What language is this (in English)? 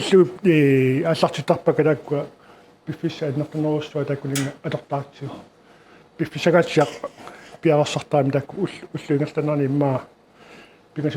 Kalaallisut